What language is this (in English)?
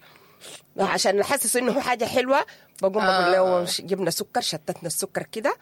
Sudanese Arabic